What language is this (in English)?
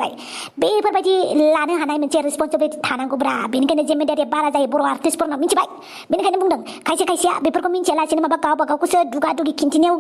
Bodo